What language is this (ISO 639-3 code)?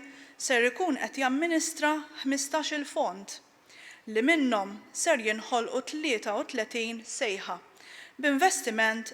mlt